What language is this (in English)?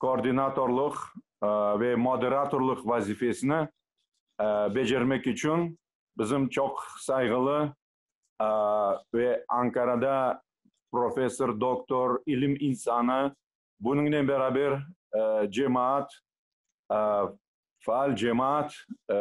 Crimean Tatar